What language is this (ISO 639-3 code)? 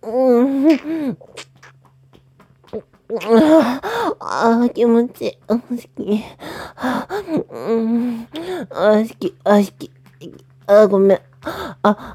jpn